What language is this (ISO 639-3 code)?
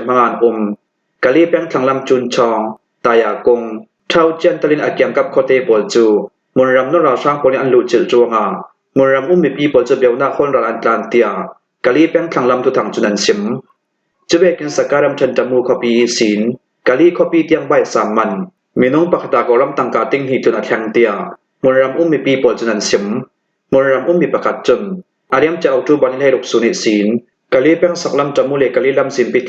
cfm